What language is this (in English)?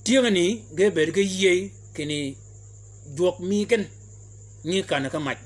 Shilluk